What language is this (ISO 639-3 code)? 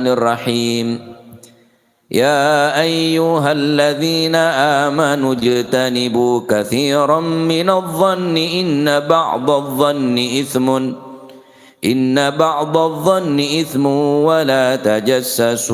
mad